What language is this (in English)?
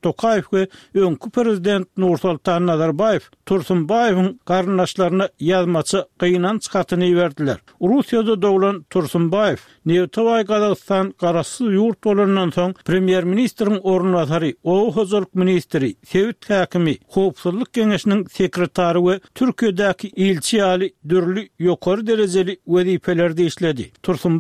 Turkmen